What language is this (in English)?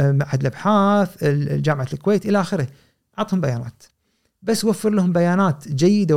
Gulf Arabic